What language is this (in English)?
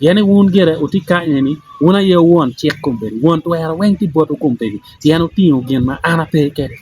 Acoli